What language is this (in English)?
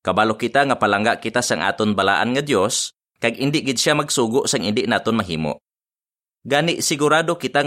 Hiligaynon